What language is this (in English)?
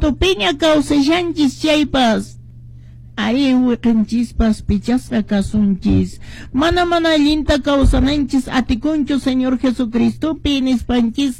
Quechua